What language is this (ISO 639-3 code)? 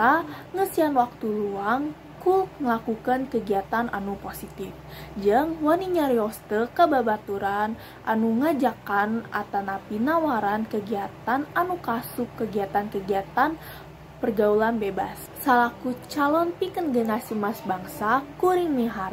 sun